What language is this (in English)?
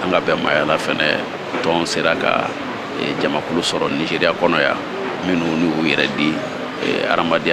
Bambara